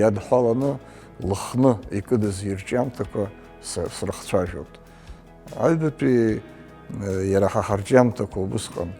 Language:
Abkhazian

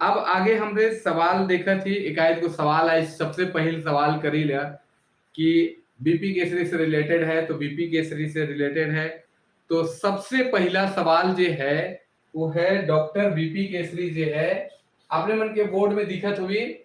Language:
Sadri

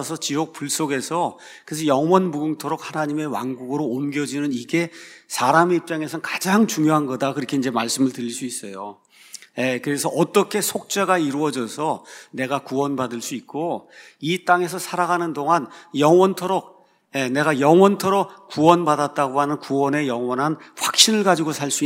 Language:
Korean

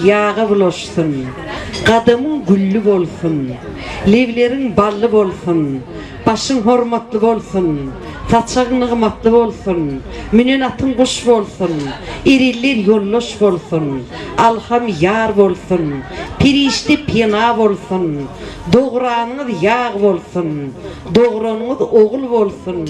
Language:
Turkmen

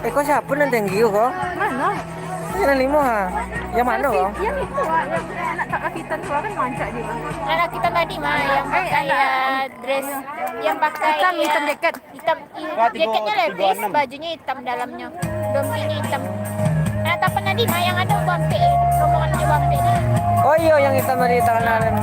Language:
Minangkabau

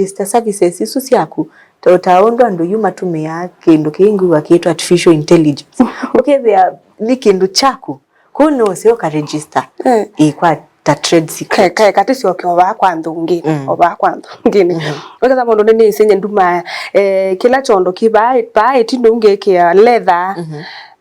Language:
Kamba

